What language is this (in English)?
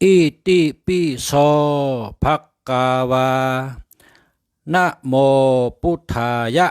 Shan